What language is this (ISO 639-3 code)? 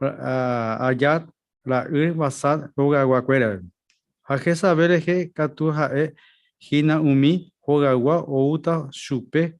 grn